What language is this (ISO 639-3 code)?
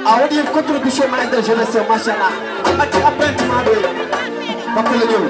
ful